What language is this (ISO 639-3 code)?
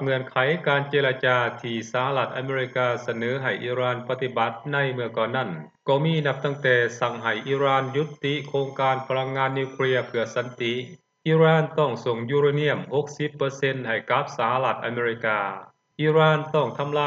lao